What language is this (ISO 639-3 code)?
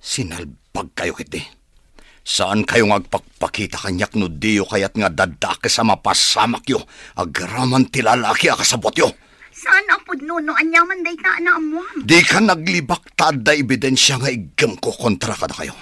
ilo